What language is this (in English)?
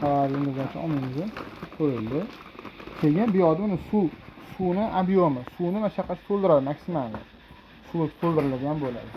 Uzbek